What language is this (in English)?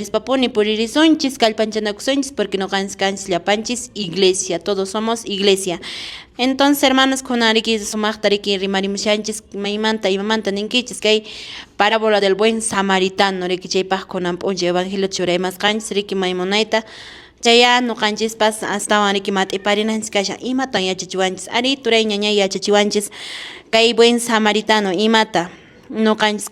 Quechua